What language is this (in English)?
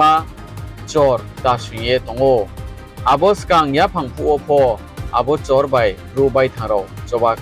Riang (India)